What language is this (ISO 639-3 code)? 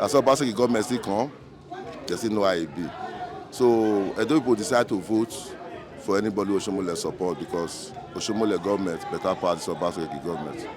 pcm